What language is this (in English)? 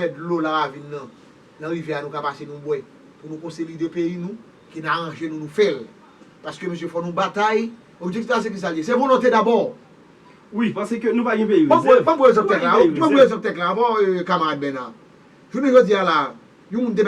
Haitian Creole